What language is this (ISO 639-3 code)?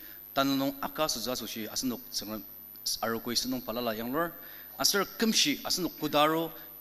njo